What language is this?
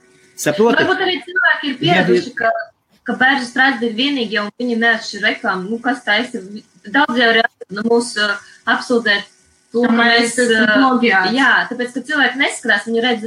Latvian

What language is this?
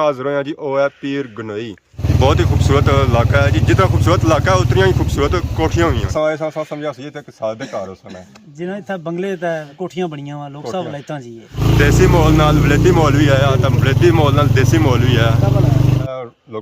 Pahari-Potwari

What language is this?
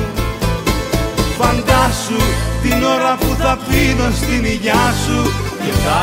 Greek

